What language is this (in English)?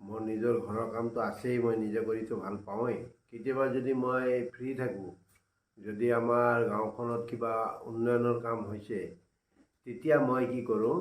Assamese